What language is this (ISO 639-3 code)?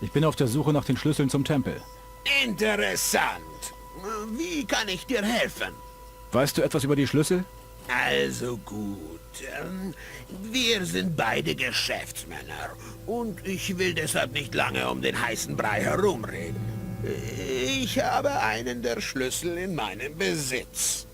bar